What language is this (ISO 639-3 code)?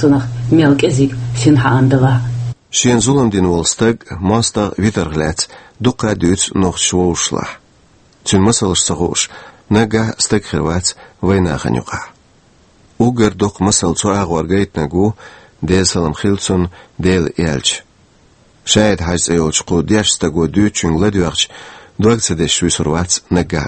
che